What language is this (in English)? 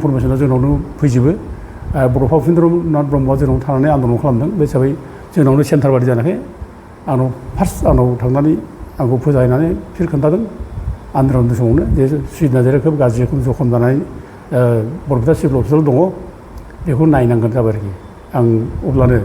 Bodo